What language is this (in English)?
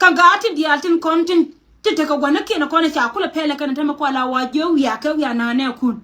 Nuer